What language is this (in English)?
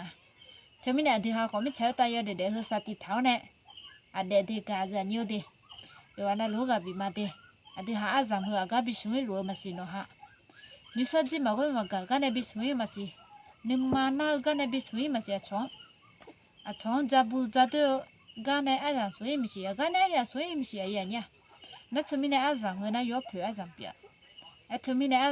Akha